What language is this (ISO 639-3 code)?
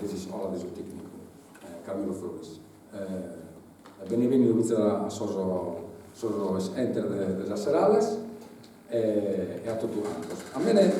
srd